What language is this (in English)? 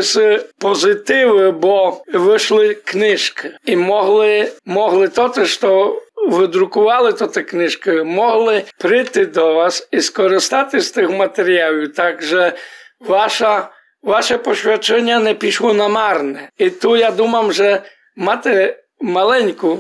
Rusyn